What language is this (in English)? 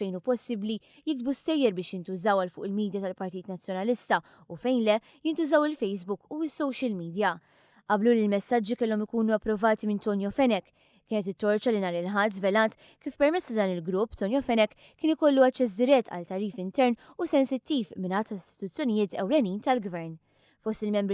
Maltese